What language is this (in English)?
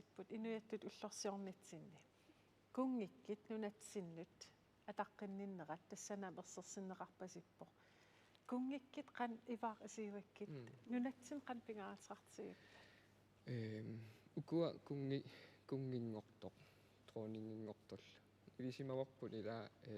Kalaallisut